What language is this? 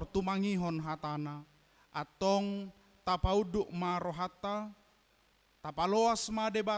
Batak Toba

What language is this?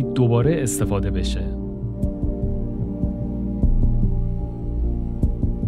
Persian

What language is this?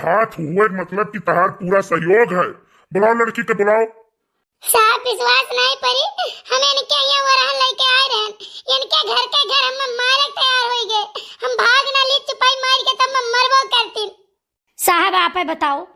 Awadhi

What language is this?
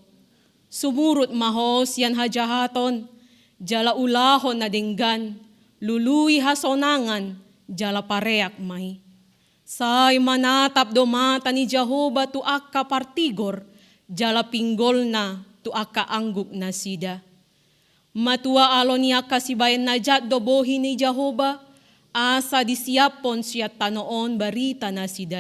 Batak Toba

